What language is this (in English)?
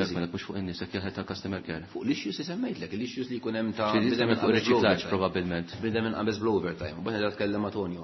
Maltese